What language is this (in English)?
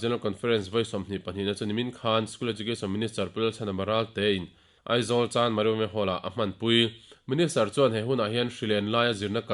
Mizo